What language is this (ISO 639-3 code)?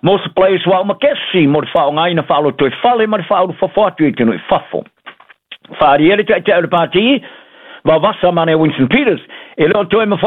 smo